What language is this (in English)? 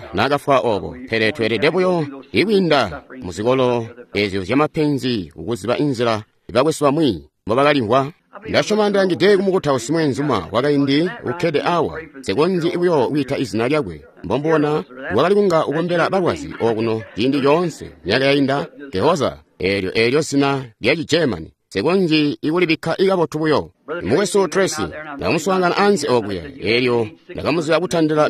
Tonga (Zambia)